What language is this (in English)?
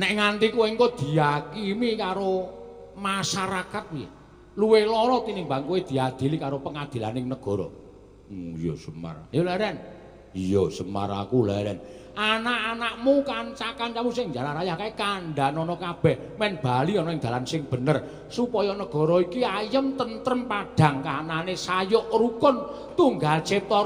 Javanese